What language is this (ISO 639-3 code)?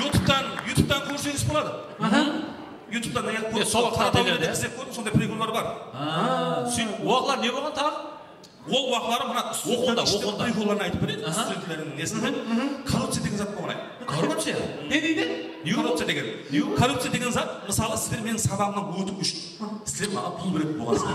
kaa